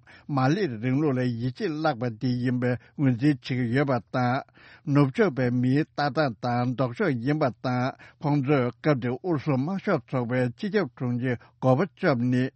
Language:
Tibetan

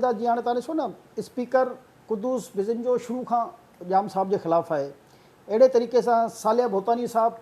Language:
Sindhi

